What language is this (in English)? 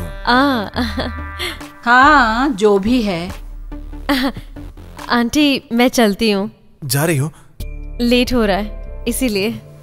Hindi